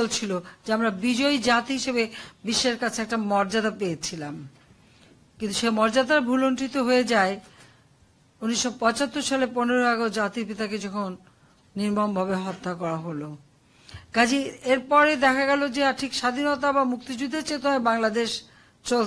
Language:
Bangla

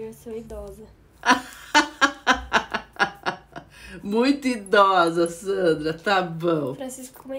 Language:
Portuguese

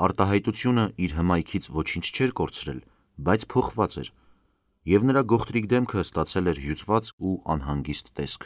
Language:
Armenian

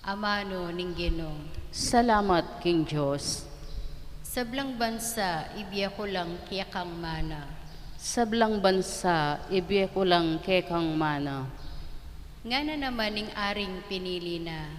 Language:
Pampanga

